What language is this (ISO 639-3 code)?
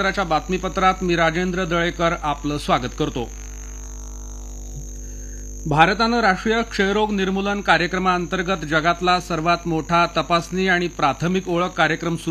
mar